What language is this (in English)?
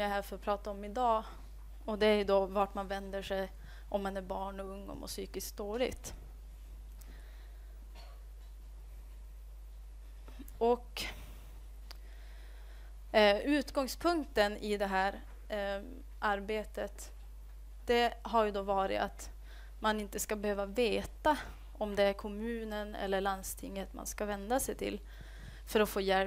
Swedish